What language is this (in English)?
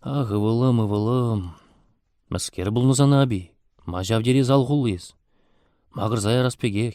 Chuvash